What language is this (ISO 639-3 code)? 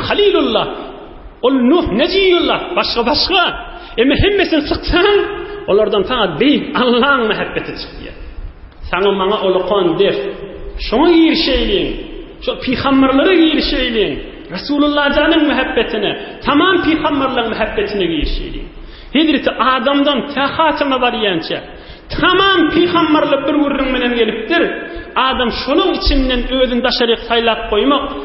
tuk